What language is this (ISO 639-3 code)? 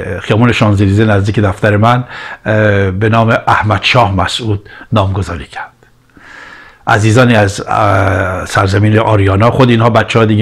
fas